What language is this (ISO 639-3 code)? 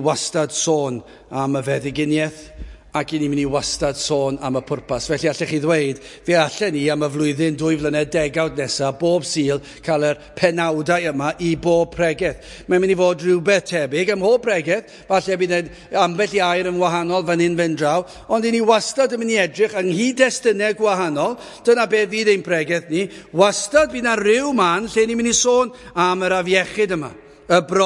cym